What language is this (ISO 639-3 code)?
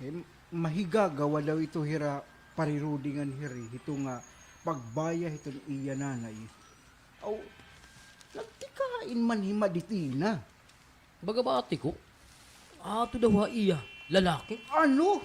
war